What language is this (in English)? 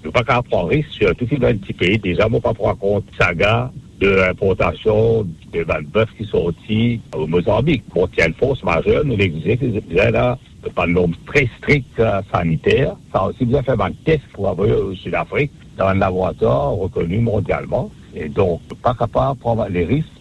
Morisyen